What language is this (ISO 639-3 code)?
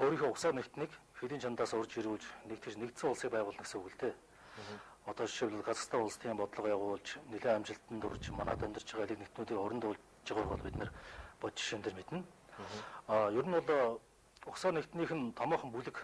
mon